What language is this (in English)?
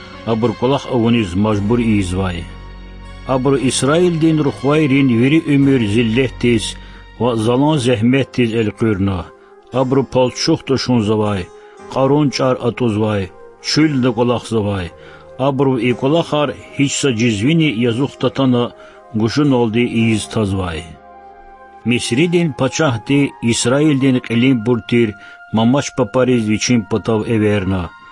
Lezghian